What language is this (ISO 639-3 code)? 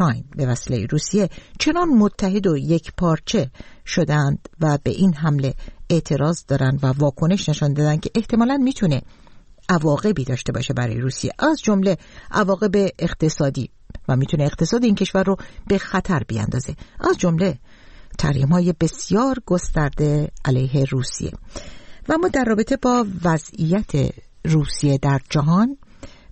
fas